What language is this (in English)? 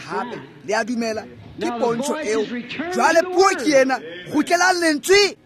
Tswana